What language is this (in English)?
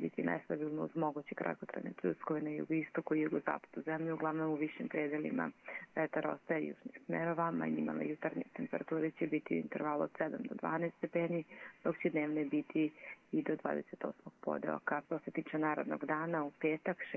Croatian